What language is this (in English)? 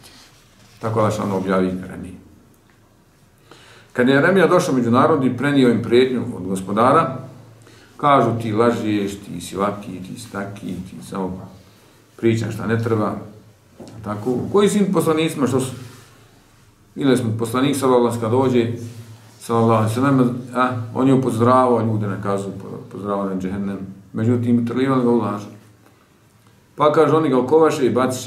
Bosnian